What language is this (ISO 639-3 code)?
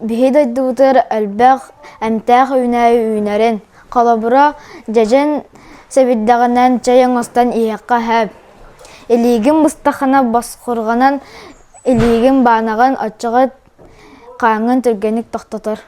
sah